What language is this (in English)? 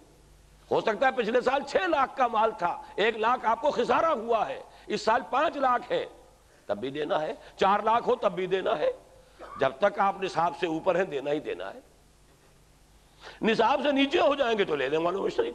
Urdu